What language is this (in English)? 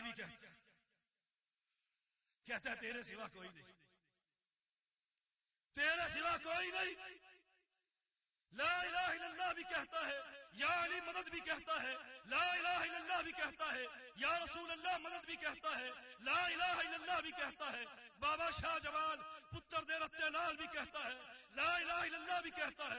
Urdu